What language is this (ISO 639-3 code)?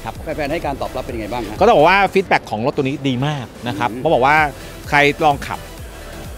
tha